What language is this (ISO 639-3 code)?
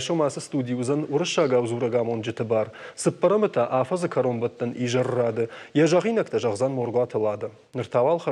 oss